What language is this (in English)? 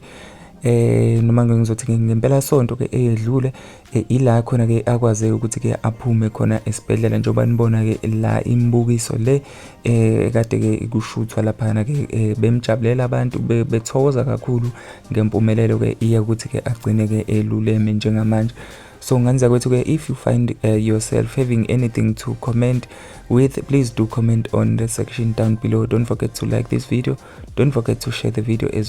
Zulu